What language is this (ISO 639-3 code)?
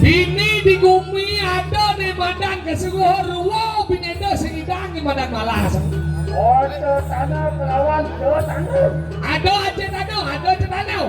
ban